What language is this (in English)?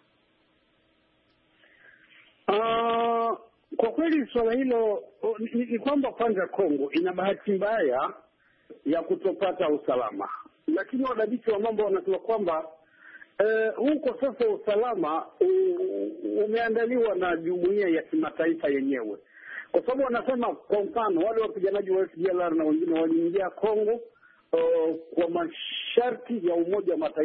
Swahili